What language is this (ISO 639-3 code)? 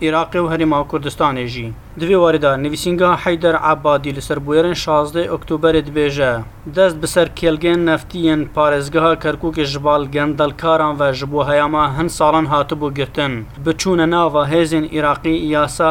kur